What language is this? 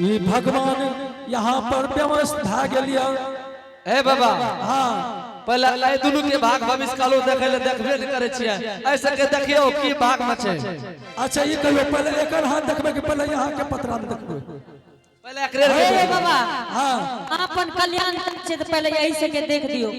Angika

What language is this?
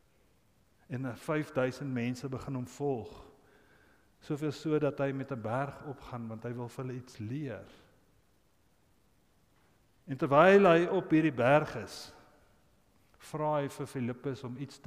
Afrikaans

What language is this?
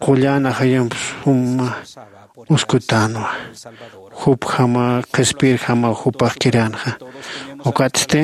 Aymara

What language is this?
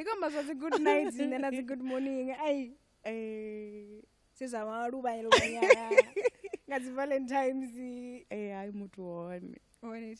Venda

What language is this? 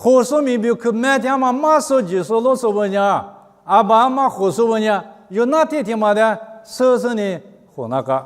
Lisu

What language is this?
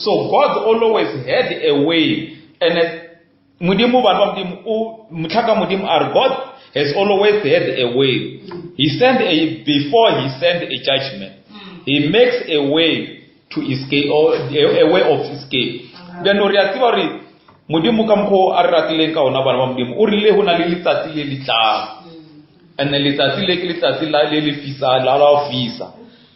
Northern Sotho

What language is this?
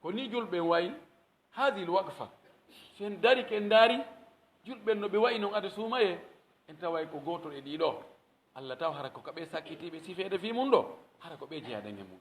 Pular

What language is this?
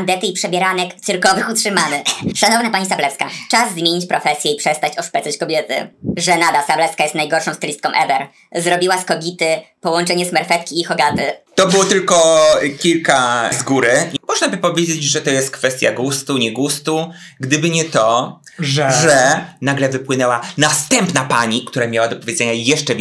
Polish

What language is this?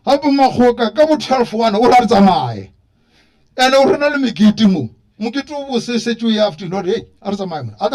Northern Sotho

